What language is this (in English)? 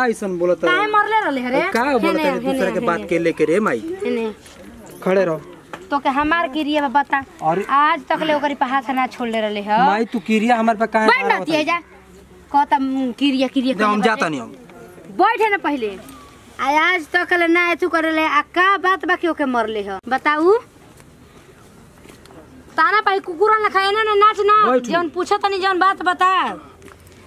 Bhojpuri